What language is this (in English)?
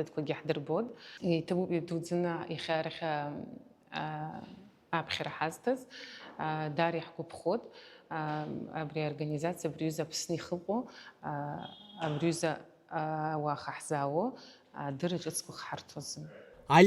Abkhazian